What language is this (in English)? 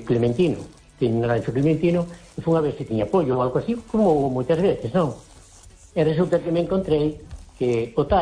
Galician